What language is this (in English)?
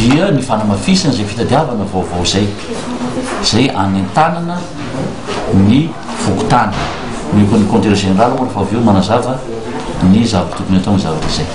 Malagasy